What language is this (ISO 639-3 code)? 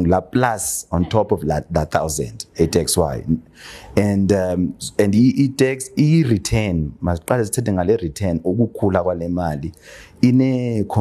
xho